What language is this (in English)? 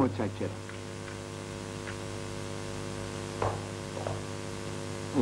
Persian